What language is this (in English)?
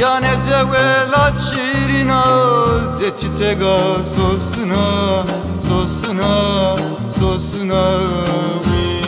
Zaza